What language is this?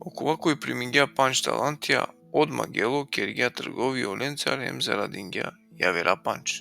Balkan Romani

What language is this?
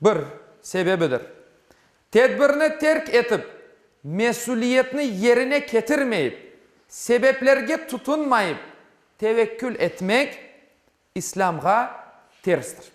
Crimean Tatar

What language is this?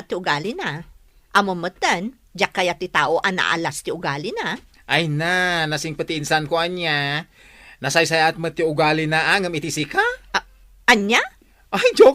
Iloko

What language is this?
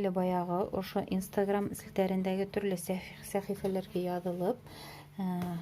Bashkir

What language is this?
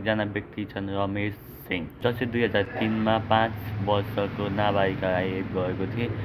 Nepali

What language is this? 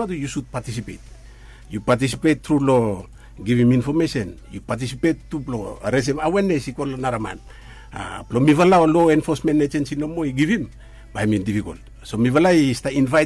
Bislama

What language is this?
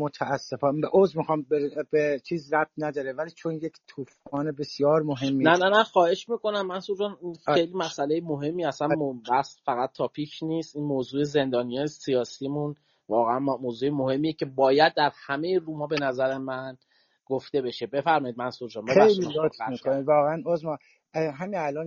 Persian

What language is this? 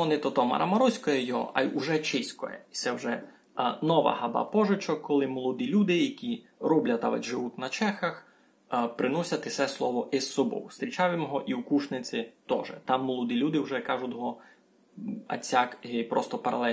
Rusyn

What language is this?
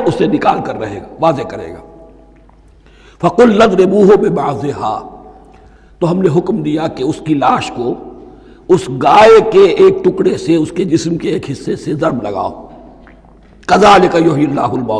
Urdu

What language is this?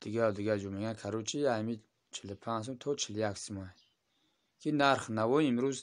Tajik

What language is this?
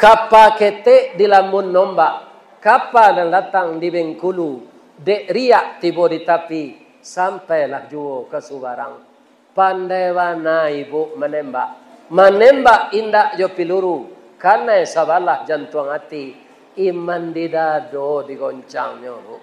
Minangkabau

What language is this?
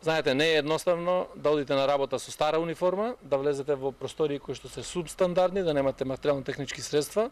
Macedonian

